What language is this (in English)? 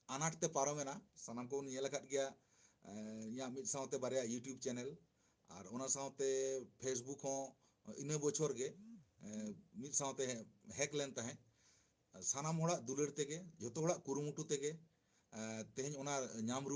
Santali